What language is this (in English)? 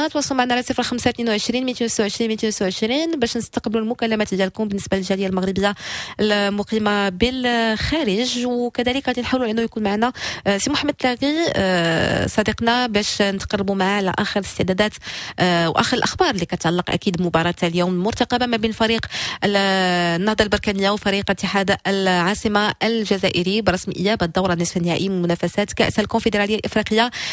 Moroccan Arabic